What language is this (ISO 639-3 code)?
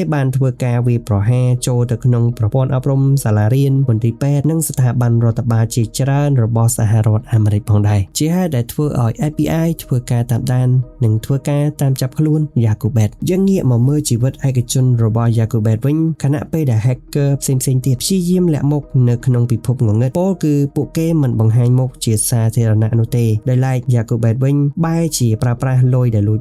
khm